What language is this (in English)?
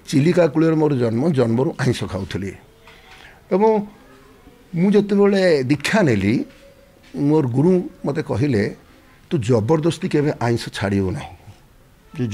Odia